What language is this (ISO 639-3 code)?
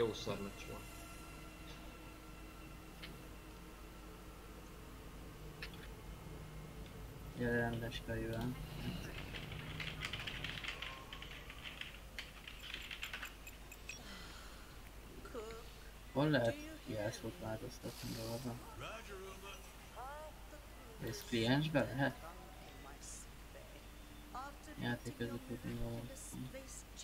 hun